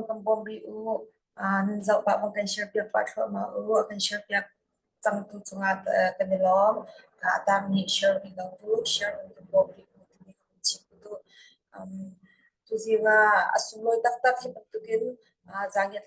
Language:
Falam Chin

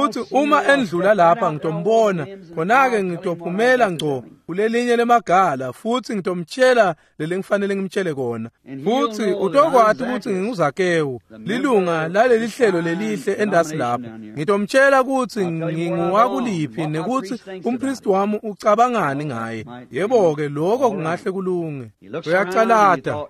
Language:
Swati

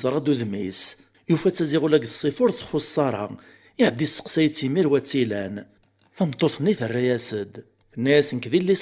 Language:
Kabyle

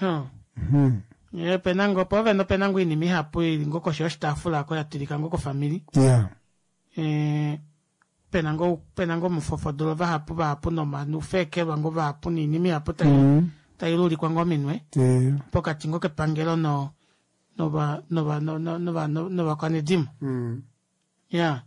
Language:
Kuanyama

